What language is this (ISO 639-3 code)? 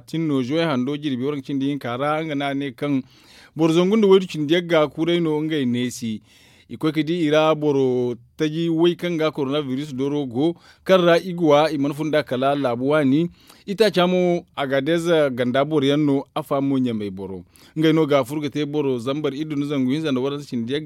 dje